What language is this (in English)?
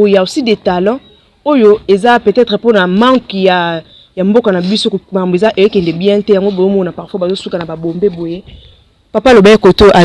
Lingala